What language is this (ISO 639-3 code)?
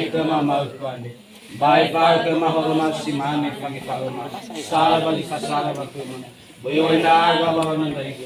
nia